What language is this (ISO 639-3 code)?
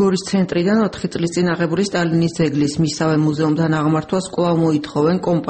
kat